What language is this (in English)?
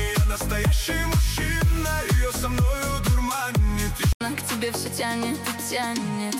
Russian